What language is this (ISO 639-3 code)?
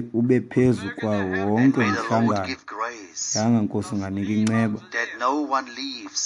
xho